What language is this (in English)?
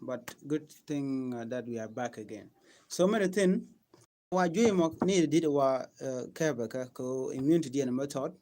Nuer